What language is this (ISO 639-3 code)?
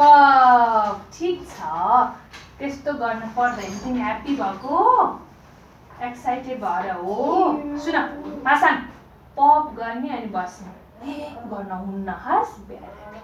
nep